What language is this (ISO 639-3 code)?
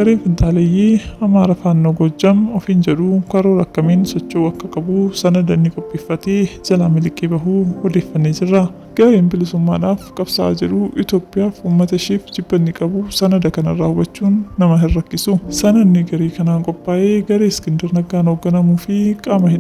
orm